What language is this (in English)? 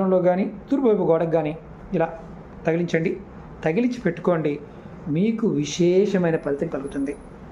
Telugu